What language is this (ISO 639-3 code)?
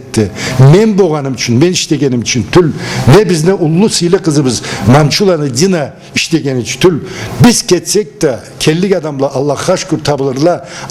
krc